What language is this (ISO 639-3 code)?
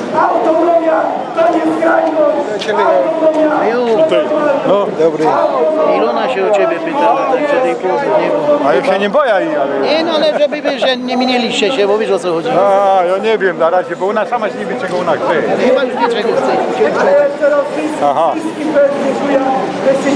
szl